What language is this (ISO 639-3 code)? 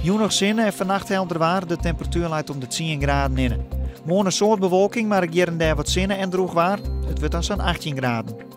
fry